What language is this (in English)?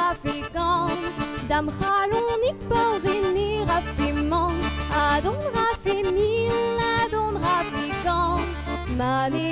Breton